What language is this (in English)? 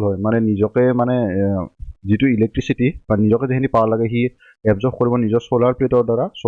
Assamese